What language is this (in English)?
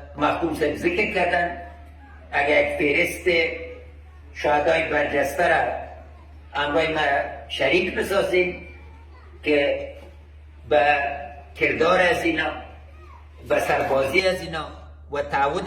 Persian